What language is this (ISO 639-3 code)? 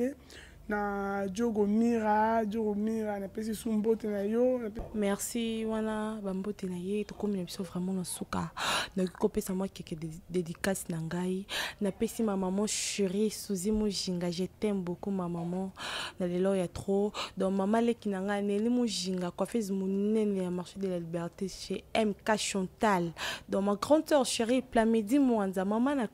lin